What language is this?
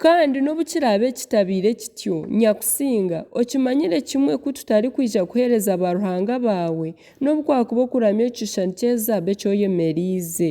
Nyankole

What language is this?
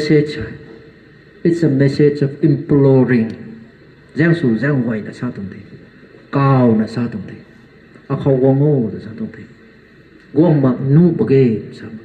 Rongmei Naga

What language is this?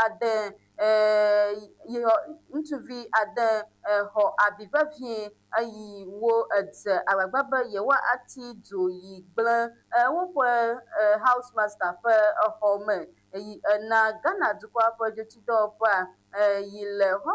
Ewe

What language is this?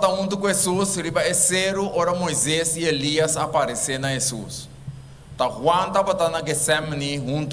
Papiamento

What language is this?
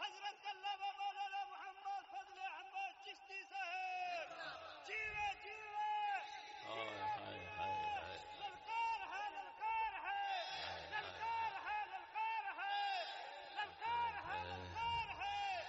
Saraiki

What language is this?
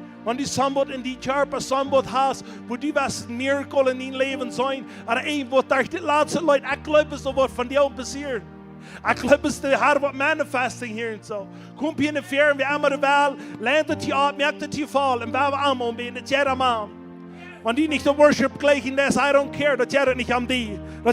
Plautdietsch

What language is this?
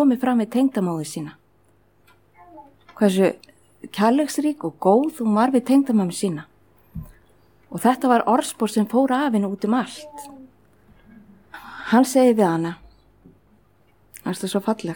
Icelandic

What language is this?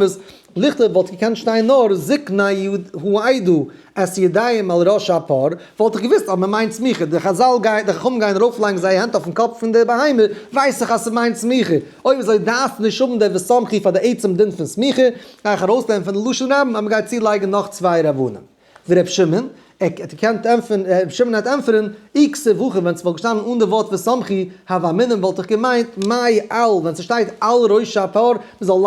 Yiddish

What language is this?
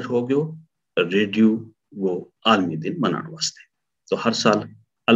Gujari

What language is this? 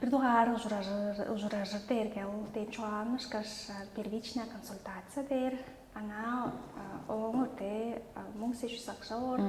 Tuvinian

